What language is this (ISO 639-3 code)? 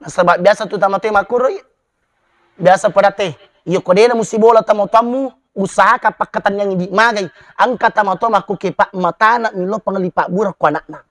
bug